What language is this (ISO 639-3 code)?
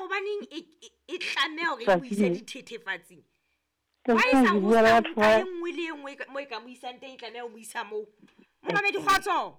sot